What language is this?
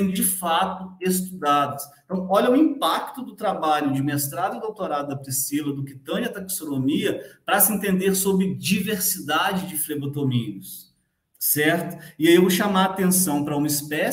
Portuguese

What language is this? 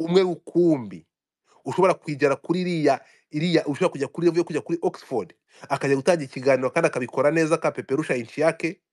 Kinyarwanda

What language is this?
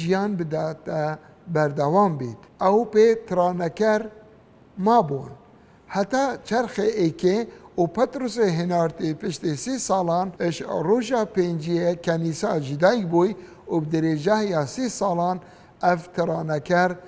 Kurdish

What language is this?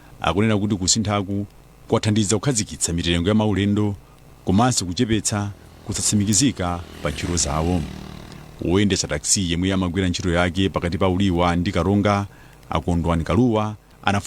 Nyanja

